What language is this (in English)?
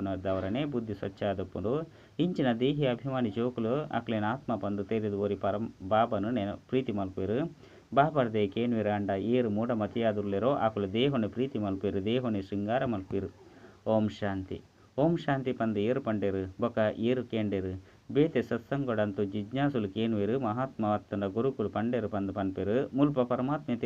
Tulu